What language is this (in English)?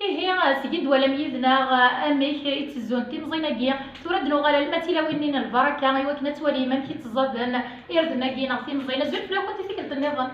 Kabyle